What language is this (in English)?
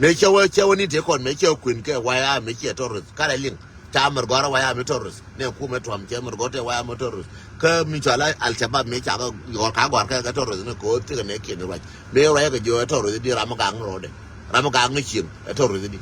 Nuer